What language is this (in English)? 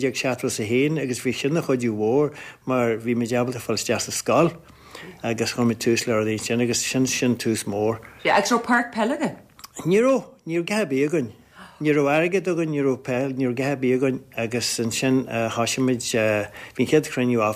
Irish